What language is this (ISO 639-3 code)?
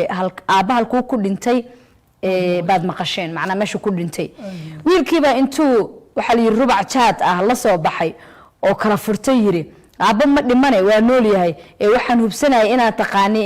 som